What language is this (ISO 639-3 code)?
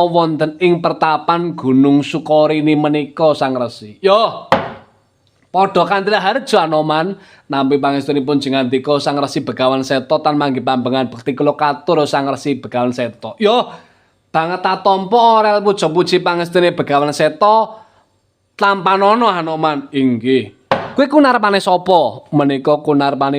jav